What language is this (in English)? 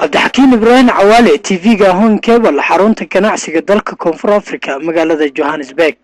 Somali